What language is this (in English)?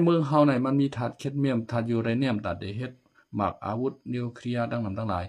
Shan